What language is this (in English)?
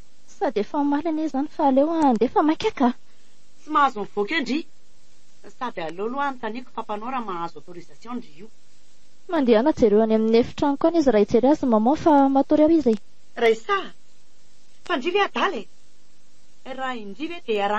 Malagasy